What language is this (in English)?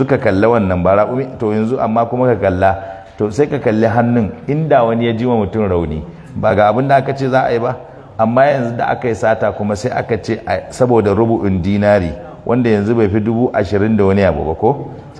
Hausa